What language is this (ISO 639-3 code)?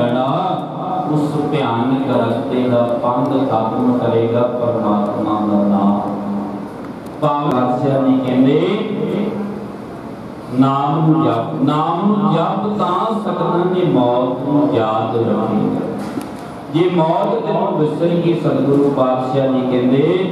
pan